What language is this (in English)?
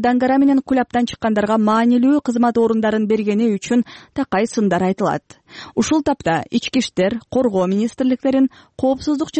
Kyrgyz